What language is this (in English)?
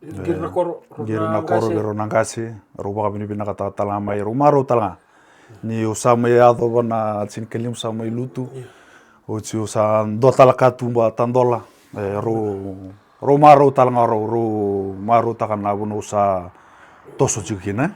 Fijian